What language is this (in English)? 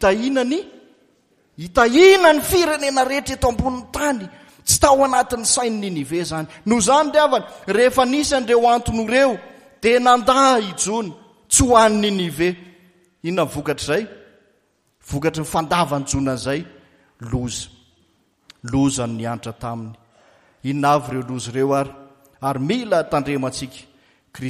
Malagasy